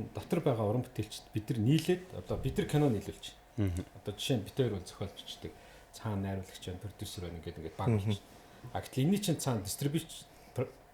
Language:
Mongolian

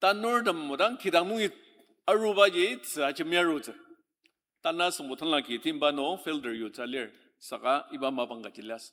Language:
Ao Naga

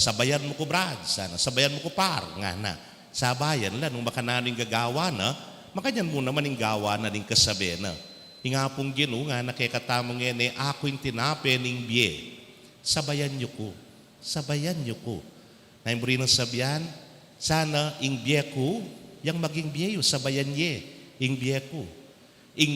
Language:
Pampanga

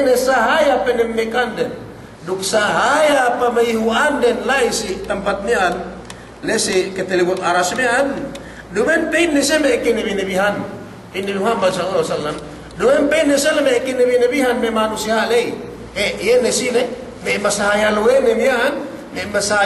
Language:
Yakan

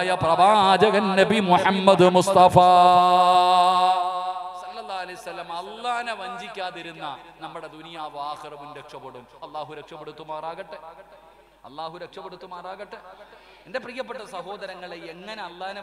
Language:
Malayalam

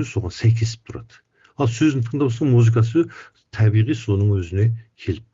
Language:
Kazakh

